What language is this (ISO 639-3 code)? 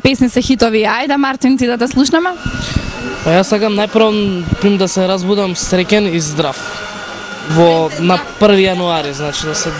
mkd